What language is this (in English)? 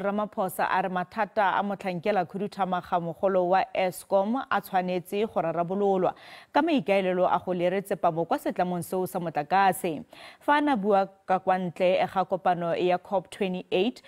Tswana